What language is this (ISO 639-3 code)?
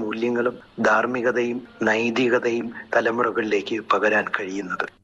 mal